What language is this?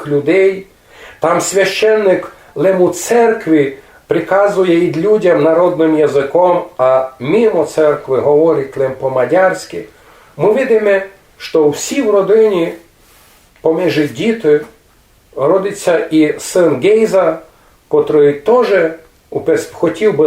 Rusyn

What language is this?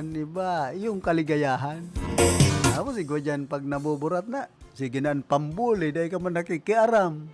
Bikol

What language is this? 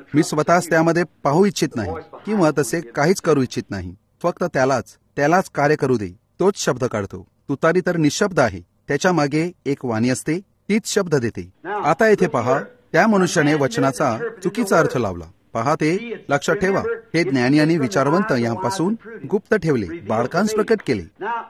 Marathi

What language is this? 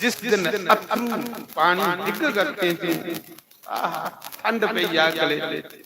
Dogri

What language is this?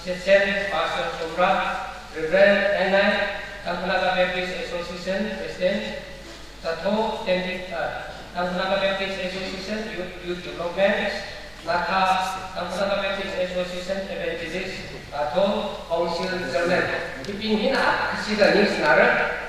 Tangkhul Naga (India)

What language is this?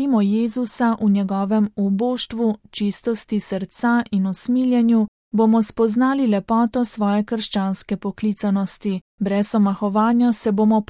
Slovenian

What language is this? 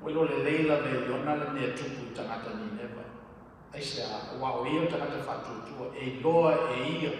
Samoan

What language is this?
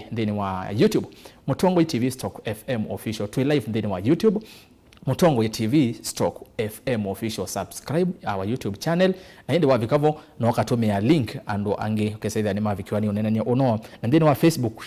Kamba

